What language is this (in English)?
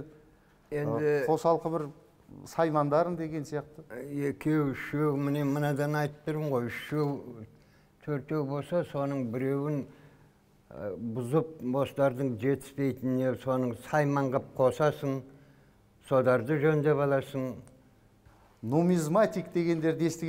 Kazakh